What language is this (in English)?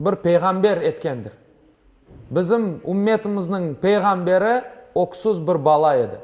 Crimean Tatar